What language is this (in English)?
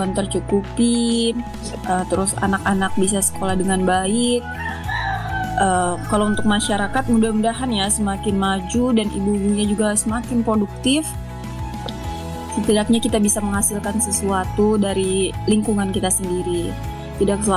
Indonesian